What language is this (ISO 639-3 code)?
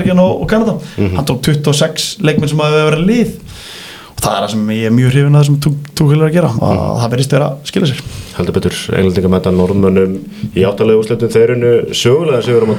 isl